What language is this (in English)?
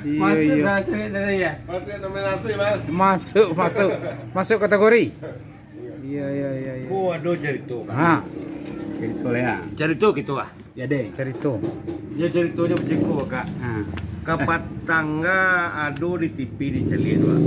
Minangkabau